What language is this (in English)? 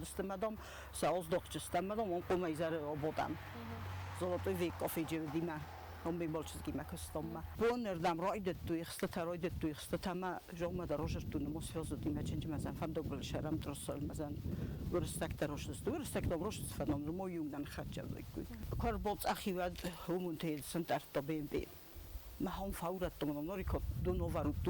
Ossetic